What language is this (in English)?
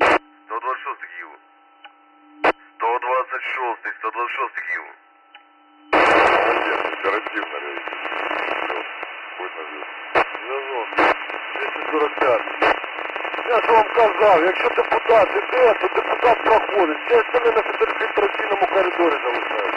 Ukrainian